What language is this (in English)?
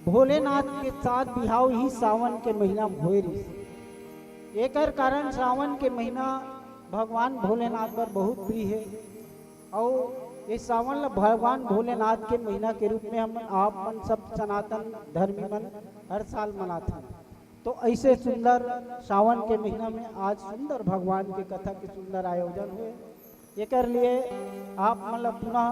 Chhattisgarhi